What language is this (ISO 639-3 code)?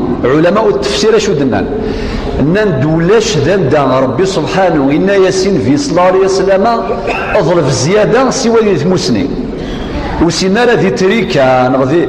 kab